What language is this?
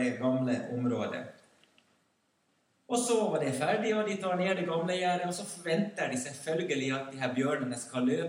Norwegian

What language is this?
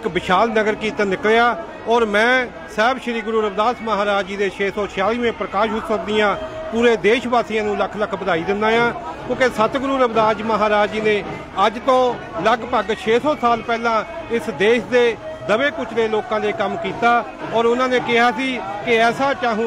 Punjabi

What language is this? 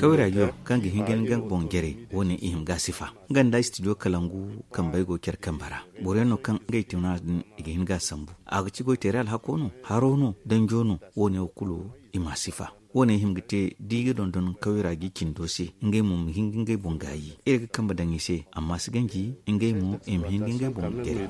Zarma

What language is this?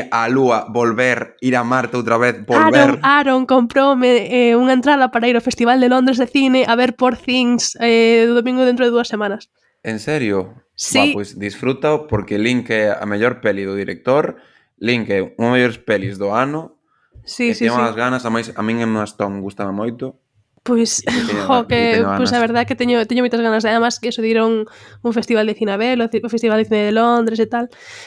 Galician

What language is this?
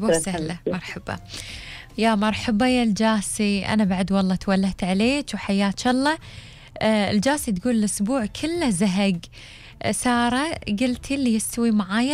Gulf Arabic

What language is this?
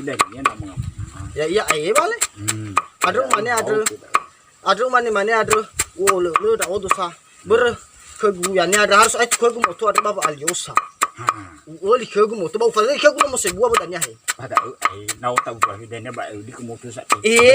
Nias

